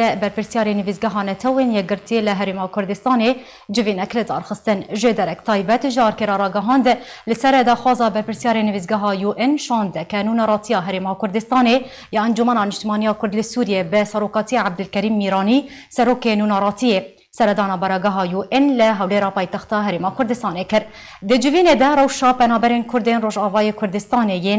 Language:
Kurdish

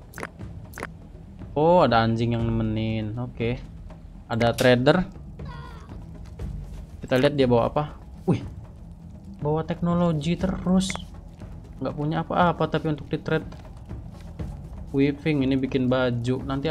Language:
Indonesian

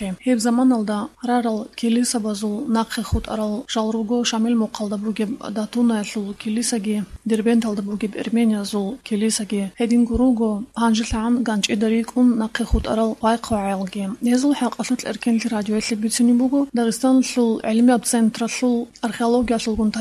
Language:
Avaric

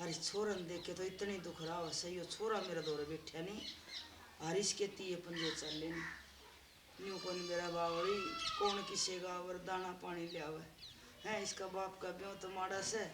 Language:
Haryanvi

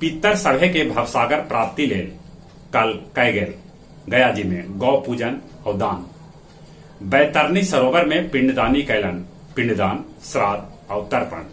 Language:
Magahi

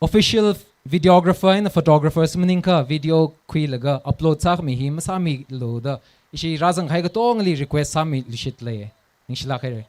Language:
Tangkhul Naga (India)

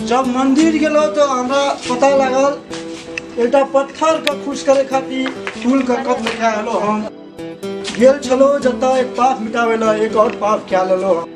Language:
Maithili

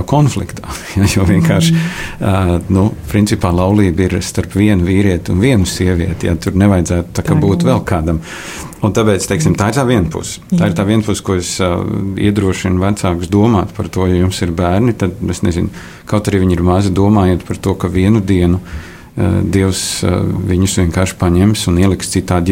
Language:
Latvian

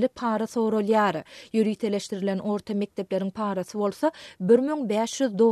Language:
Turkmen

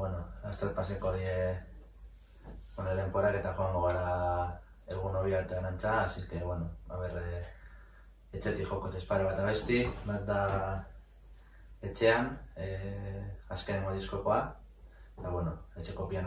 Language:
Basque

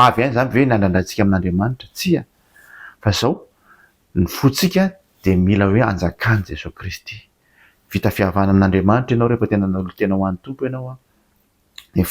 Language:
Malagasy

